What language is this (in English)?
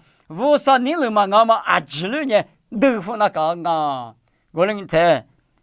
Lisu